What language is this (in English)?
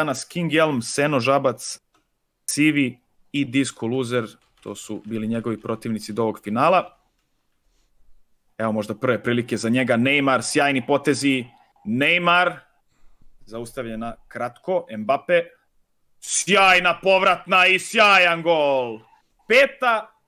Croatian